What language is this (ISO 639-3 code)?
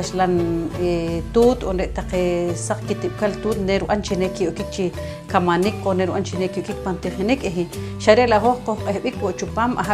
poh